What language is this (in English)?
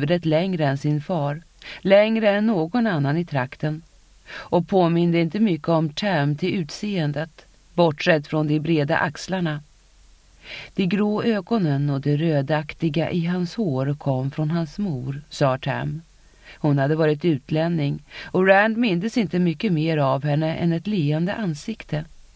Swedish